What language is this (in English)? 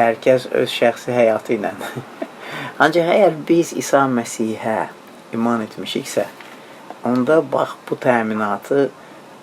Azerbaijani